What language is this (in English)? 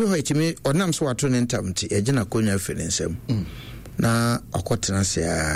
Akan